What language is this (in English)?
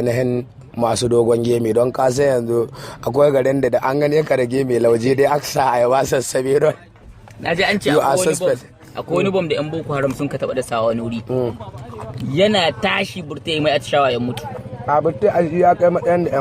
Hausa